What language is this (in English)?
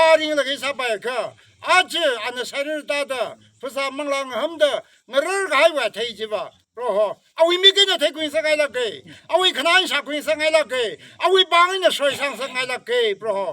Tangkhul Naga (India)